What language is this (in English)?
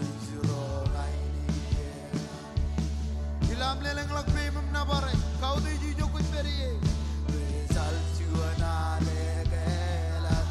Marshallese